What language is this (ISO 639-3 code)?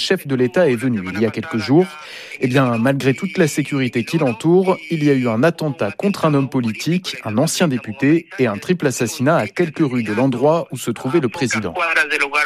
fra